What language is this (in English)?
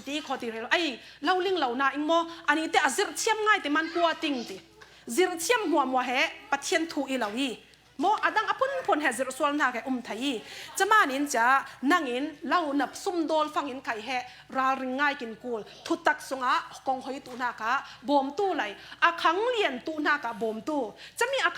Falam Chin